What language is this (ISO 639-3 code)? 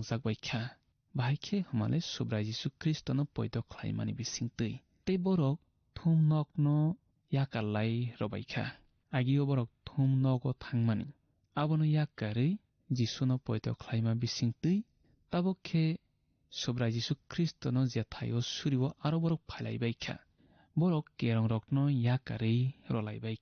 trp